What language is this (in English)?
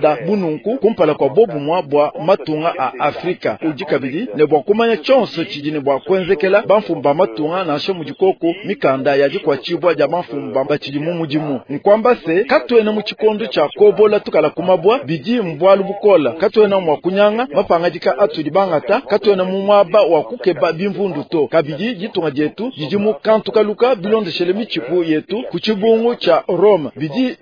Luba-Lulua